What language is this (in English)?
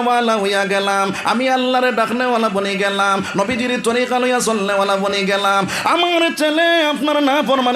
Sylheti